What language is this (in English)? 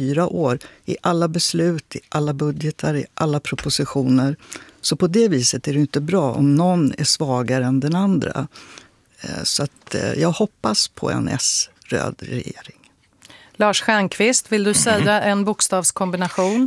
Swedish